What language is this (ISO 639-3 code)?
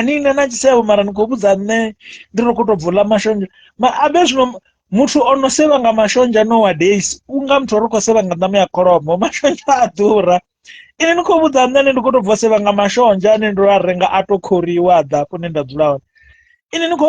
ven